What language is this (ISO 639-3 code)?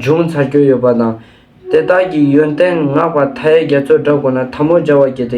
lbj